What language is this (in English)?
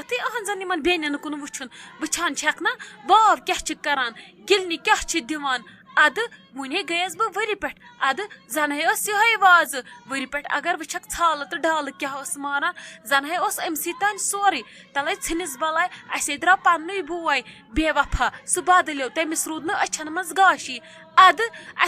Kashmiri